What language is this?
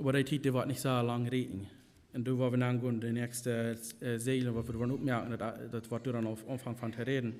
Plautdietsch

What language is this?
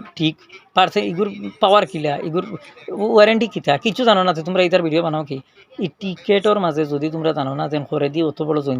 Sylheti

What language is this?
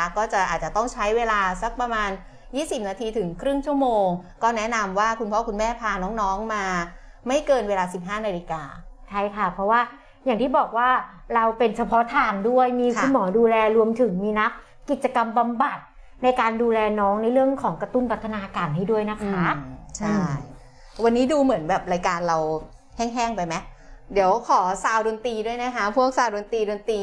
Thai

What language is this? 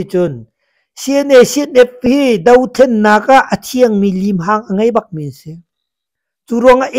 Hakha Chin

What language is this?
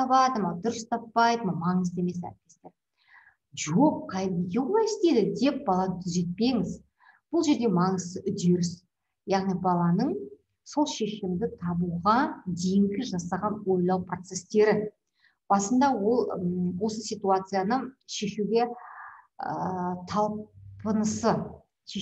Kazakh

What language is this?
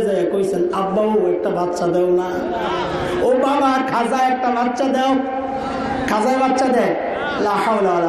Bangla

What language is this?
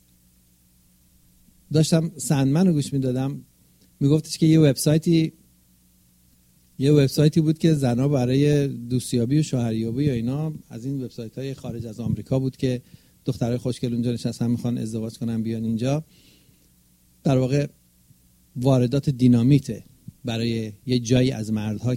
Persian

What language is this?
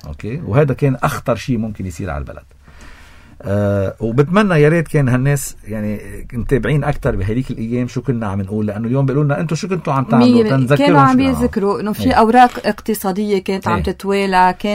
North Levantine Arabic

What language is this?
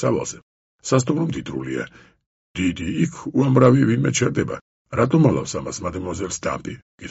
Georgian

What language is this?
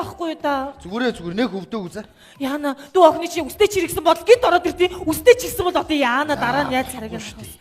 Mongolian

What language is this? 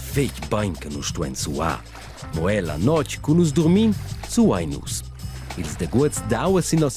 Romansh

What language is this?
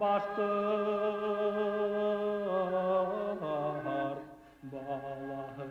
Bashkir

